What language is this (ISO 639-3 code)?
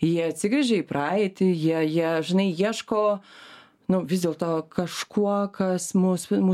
lit